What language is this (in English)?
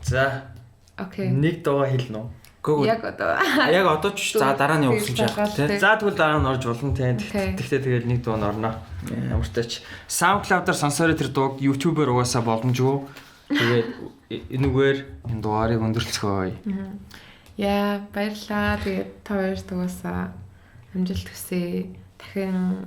Mongolian